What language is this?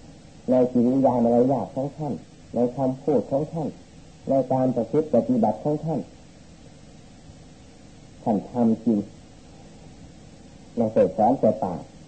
Thai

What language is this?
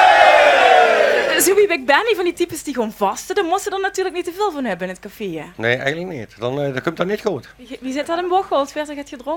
Limburgish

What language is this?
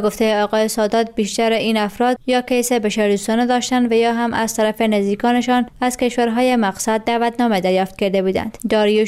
Persian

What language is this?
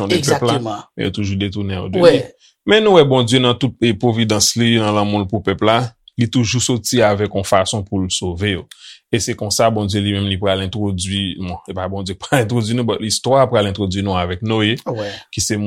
Haitian Creole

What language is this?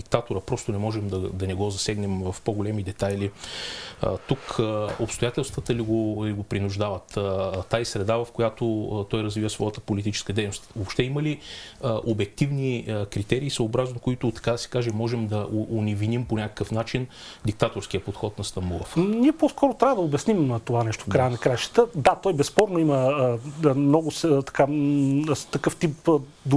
Bulgarian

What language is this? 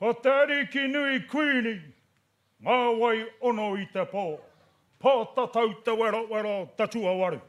Māori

